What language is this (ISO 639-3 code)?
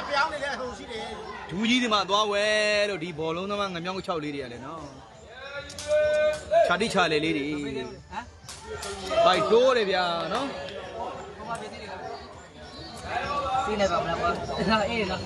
mya